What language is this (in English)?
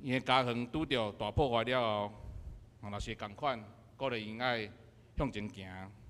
Min Nan Chinese